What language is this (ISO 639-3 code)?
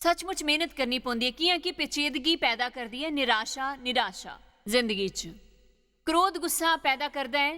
doi